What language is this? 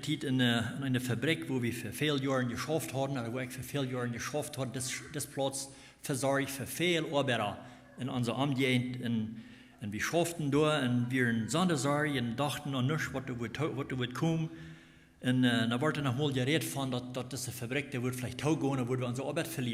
Plautdietsch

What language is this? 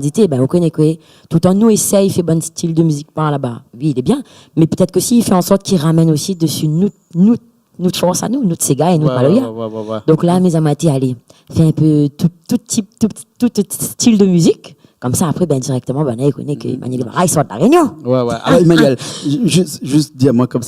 Réunion Creole French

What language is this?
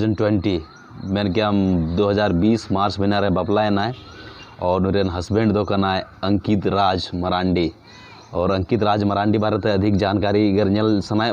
Santali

